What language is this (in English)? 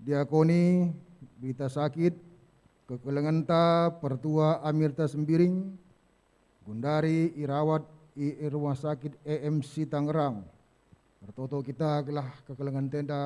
Batak Karo